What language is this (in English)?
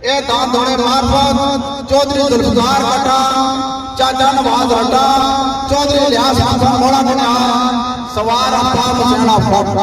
Pahari-Potwari